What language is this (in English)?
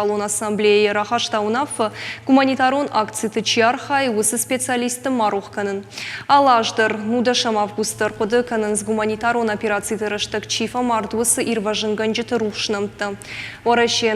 Ossetic